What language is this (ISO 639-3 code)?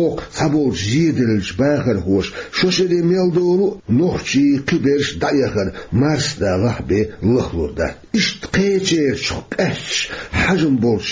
che